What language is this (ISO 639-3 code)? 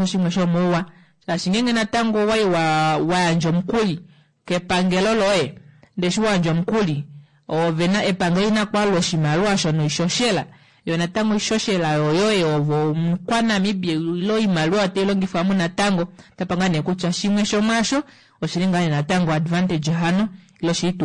kua